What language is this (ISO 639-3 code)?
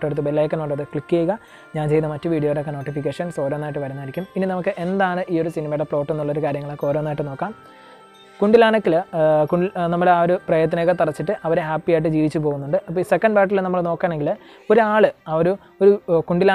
mal